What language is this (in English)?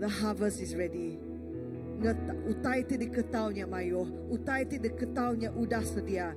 Iban